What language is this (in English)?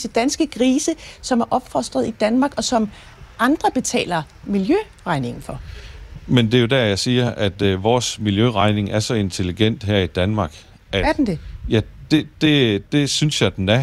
Danish